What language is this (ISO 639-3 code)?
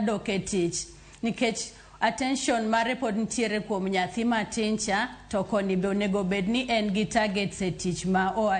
luo